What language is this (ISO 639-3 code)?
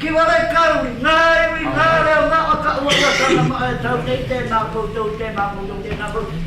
mri